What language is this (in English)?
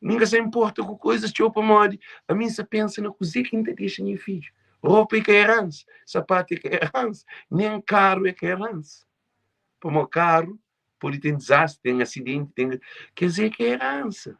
Kabuverdianu